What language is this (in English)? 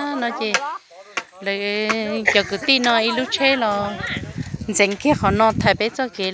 Hmong